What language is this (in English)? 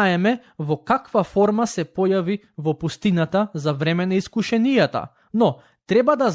Macedonian